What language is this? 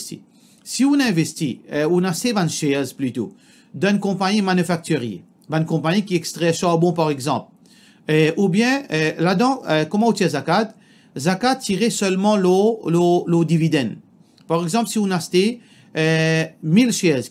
Morisyen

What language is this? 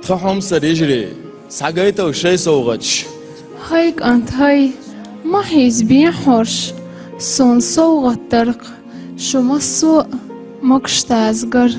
Chechen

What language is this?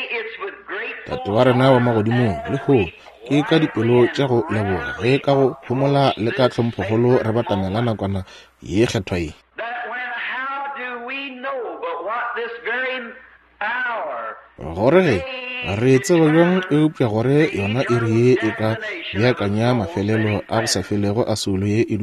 Northern Sotho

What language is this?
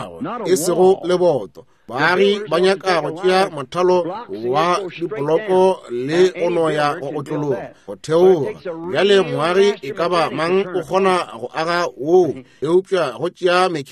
Northern Sotho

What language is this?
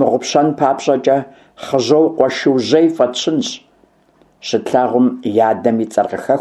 Kabardian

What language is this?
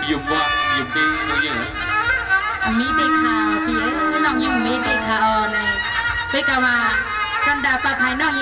Shan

